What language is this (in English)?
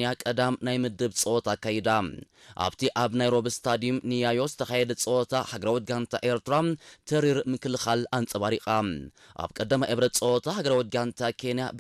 Tigrinya